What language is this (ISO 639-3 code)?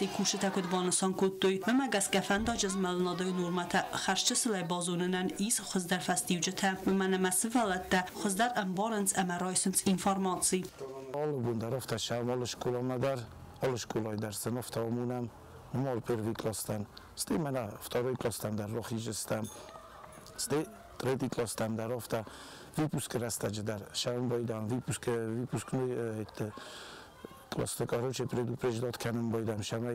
oss